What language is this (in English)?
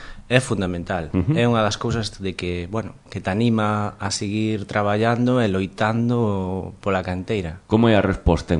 Galician